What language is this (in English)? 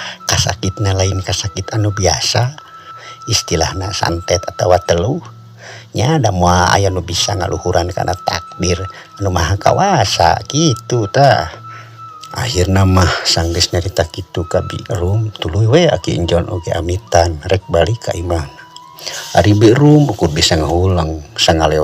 Sundanese